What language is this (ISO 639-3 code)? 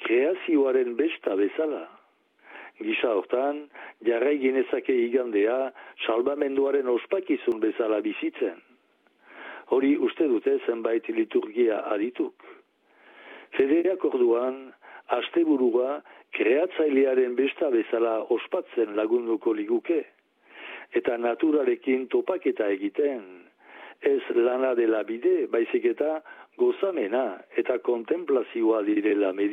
eus